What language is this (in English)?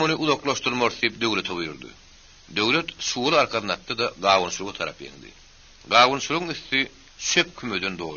Turkmen